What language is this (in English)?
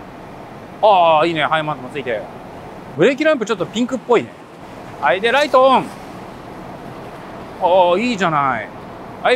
Japanese